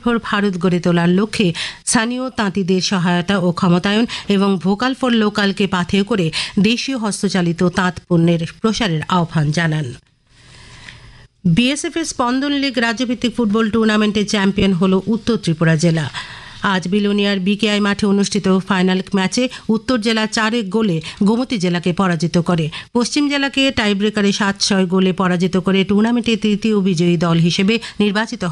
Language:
Bangla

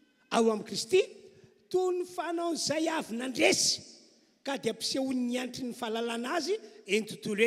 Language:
Malagasy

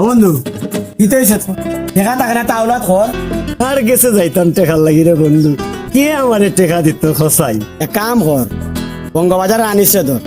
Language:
Sylheti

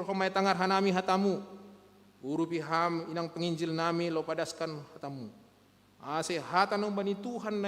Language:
Batak Simalungun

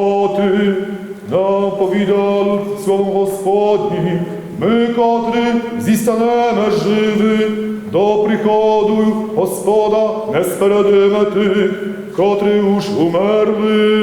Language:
Rusyn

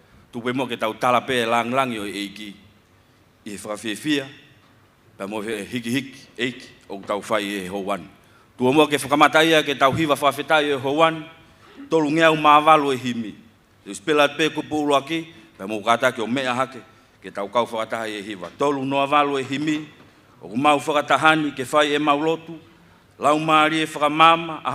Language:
Tongan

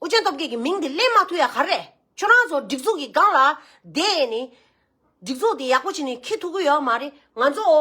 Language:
Tibetan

